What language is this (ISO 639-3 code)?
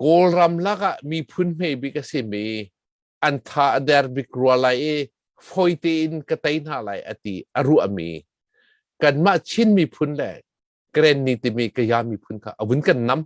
cnh